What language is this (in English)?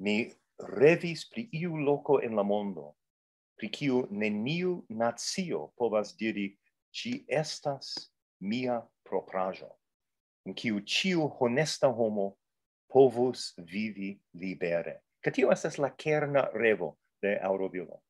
Esperanto